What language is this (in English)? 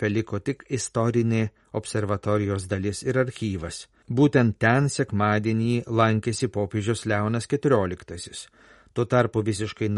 Lithuanian